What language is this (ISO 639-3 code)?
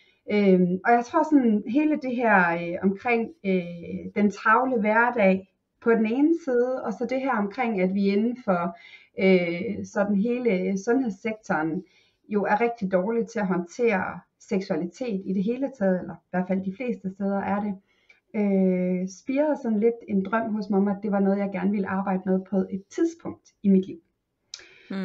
dan